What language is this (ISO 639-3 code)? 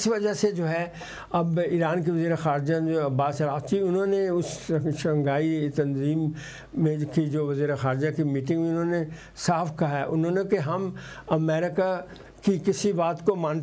urd